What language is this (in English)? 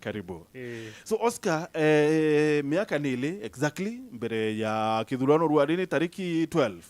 Meru